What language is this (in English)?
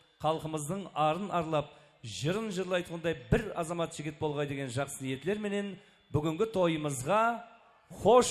Kara-Kalpak